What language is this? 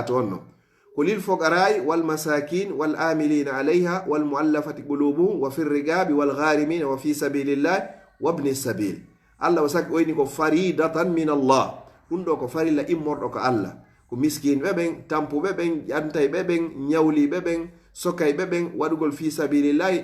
Fula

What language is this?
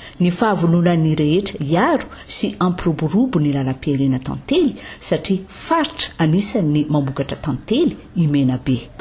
Malagasy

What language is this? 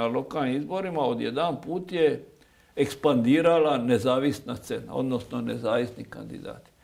Croatian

